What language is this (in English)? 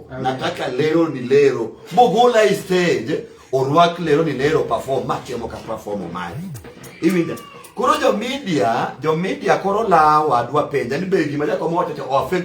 Luo (Kenya and Tanzania)